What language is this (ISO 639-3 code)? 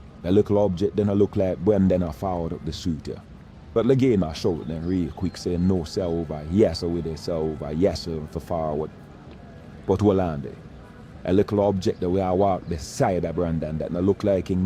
jam